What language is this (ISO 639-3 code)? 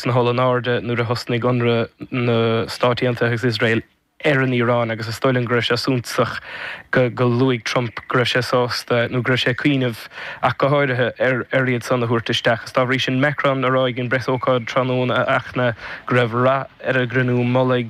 gle